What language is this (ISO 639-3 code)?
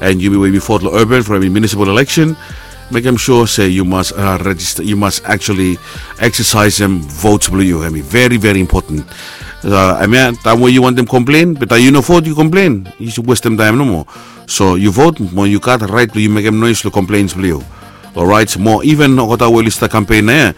bis